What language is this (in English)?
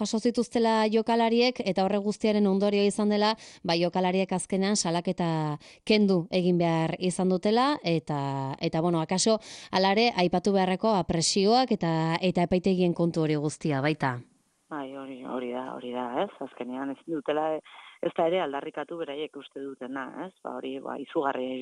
Basque